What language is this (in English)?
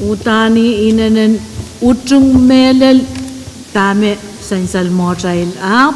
Pohnpeian